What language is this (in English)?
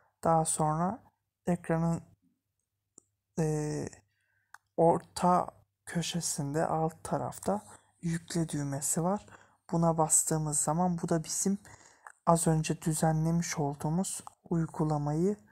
Turkish